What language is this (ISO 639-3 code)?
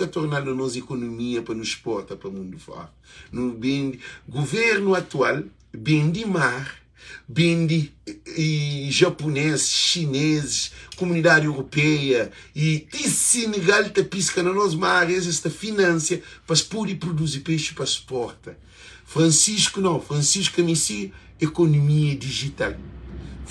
kea